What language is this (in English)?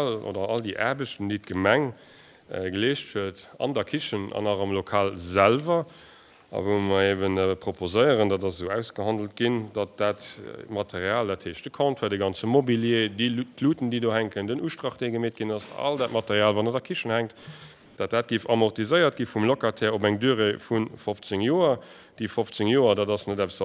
Luxembourgish